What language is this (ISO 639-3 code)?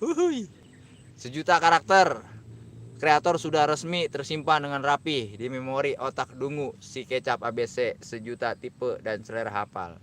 bew